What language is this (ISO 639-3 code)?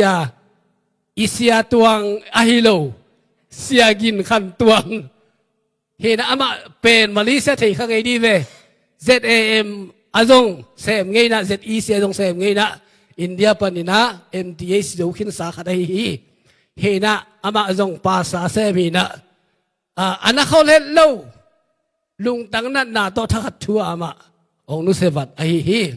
ctd